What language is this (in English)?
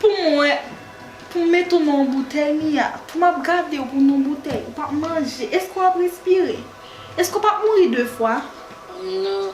Haitian Creole